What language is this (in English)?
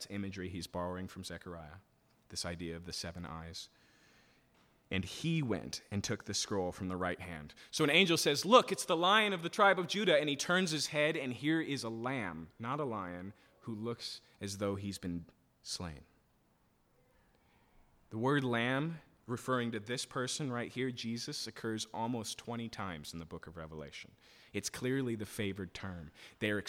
English